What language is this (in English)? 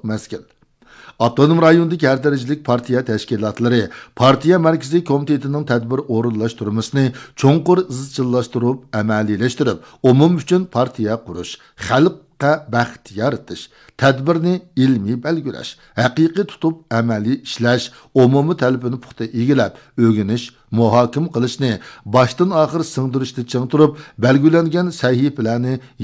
Uyghur